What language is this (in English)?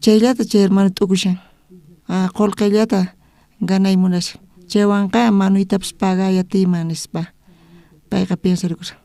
South Bolivian Quechua